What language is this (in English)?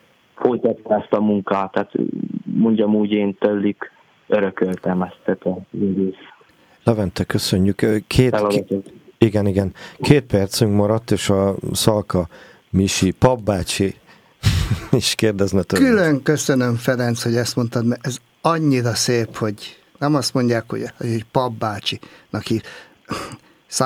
Hungarian